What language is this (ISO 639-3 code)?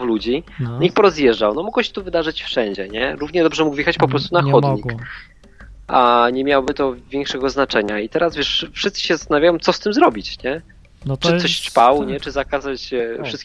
pol